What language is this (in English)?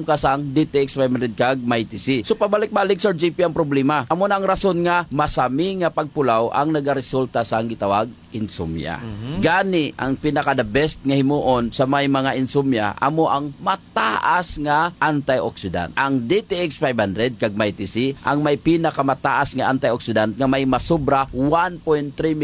Hiligaynon